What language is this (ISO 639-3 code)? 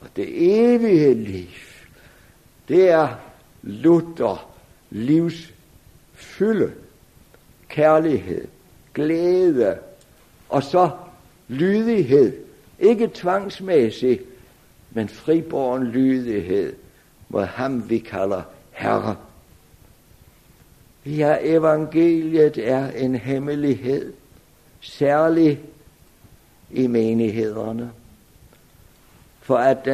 dan